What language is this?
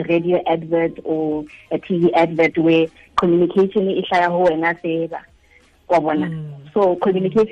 Tswana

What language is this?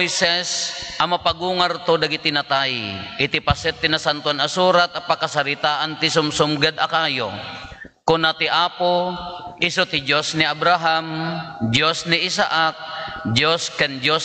Iloko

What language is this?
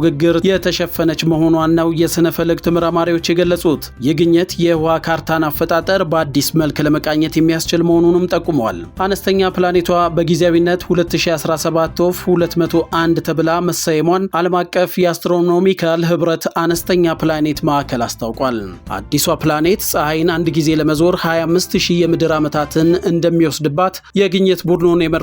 Amharic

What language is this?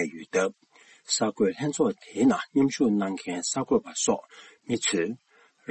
Tibetan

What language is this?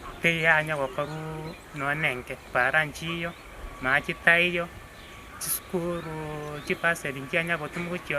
Gusii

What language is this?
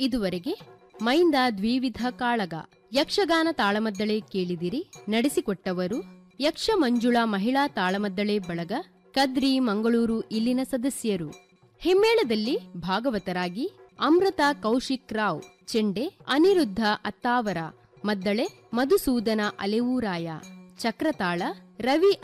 Kannada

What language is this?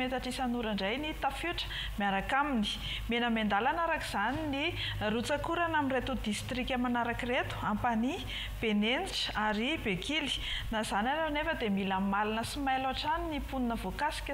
Malagasy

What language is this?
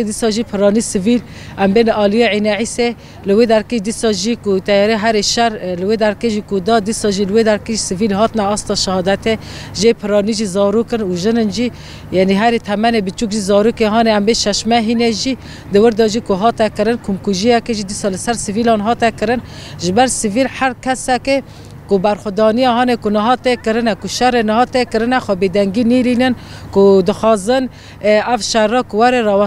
Kurdish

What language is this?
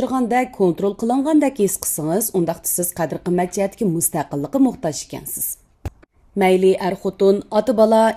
Uyghur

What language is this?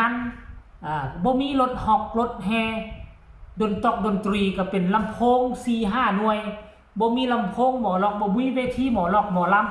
Northeastern Thai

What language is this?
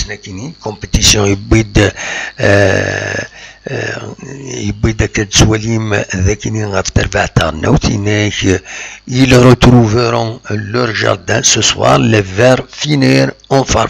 Kabyle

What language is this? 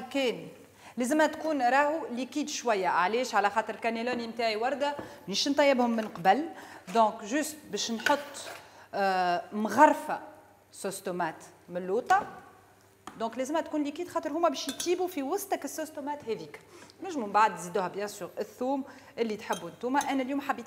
Tunisian Arabic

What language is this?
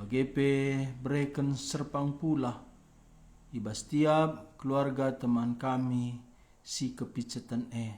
Batak Karo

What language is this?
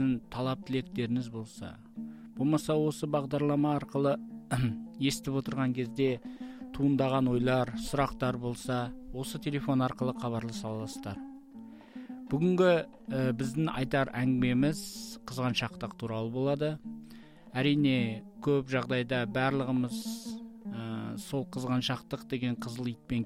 Kazakh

